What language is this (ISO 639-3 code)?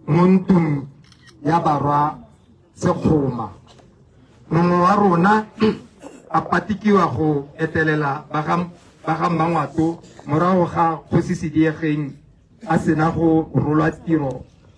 tsn